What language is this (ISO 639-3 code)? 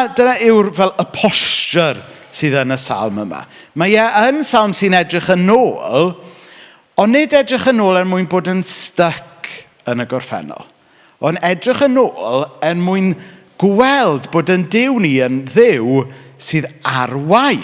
cym